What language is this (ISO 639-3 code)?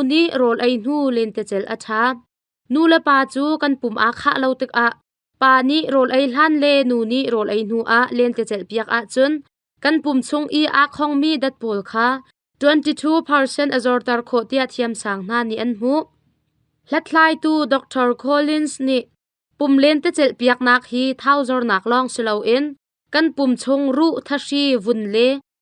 cnh